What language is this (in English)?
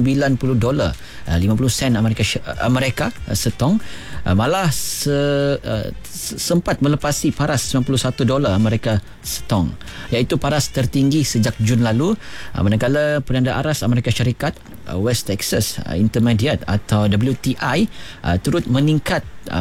Malay